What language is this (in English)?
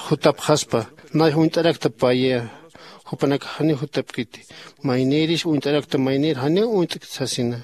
Aymara